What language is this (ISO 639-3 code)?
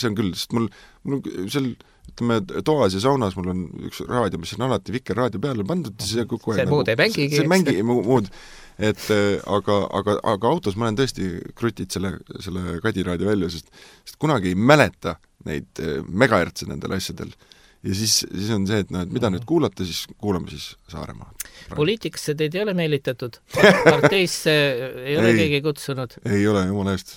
est